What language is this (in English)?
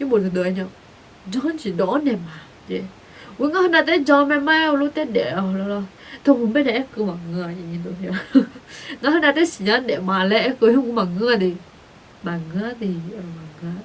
Akha